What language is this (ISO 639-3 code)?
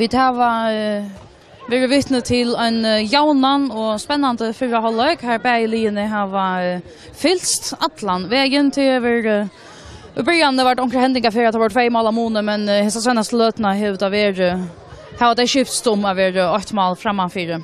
fao